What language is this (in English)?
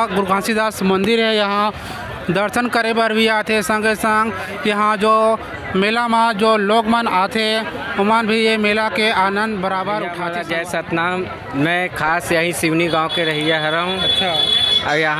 Chhattisgarhi